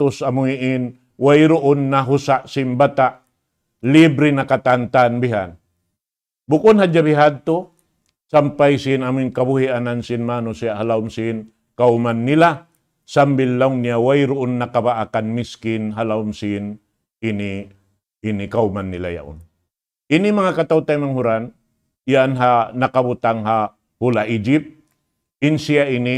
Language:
Tausug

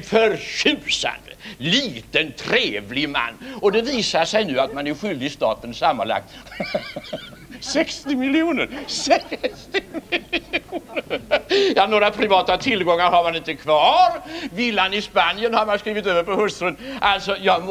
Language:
Swedish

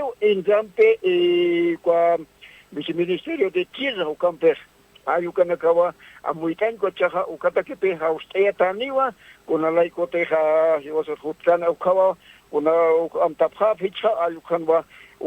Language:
Aymara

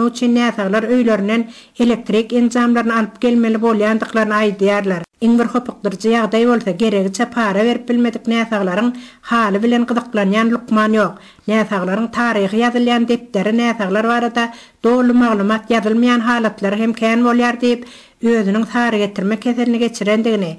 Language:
Turkmen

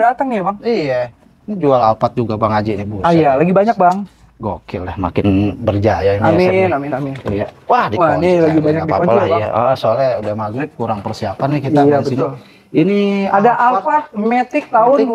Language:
Indonesian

